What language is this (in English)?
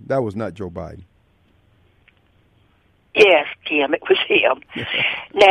English